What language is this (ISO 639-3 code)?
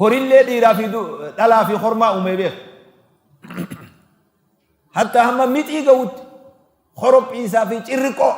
orm